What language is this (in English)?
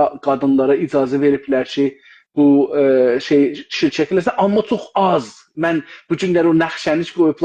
South Azerbaijani